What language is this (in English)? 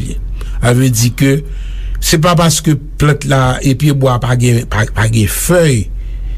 Haitian Creole